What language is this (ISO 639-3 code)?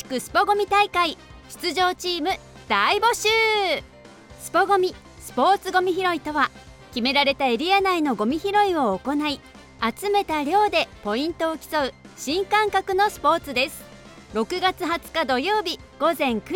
jpn